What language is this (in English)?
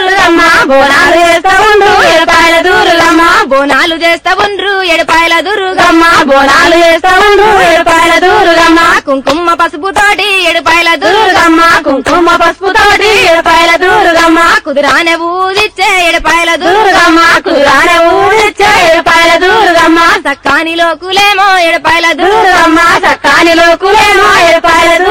Telugu